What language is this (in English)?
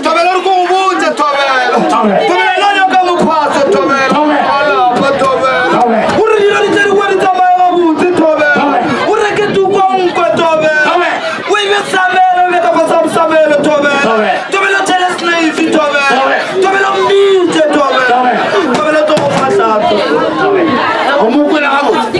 Northern Sotho